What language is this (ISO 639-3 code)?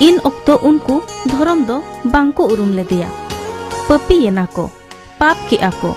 sat